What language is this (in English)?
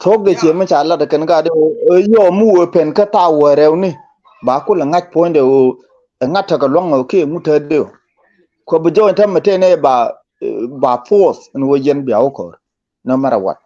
Nuer